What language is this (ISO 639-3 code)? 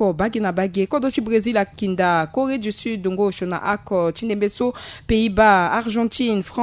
sag